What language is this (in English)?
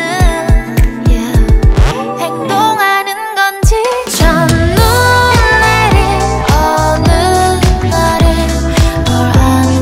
Korean